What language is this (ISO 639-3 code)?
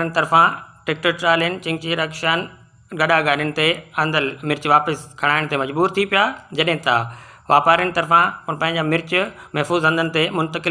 snd